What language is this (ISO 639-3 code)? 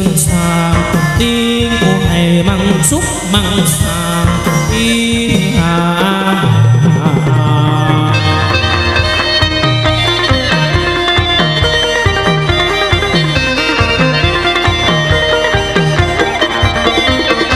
vie